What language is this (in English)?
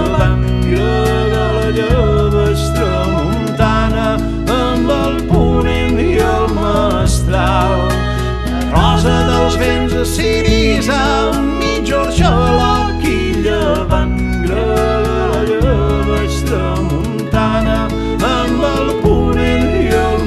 Catalan